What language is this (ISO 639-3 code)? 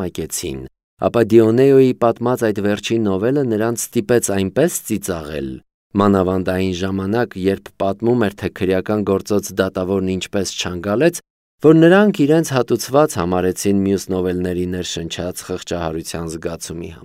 hye